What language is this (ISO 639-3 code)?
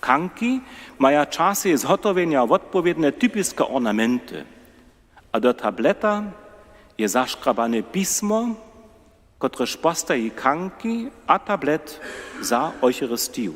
hsb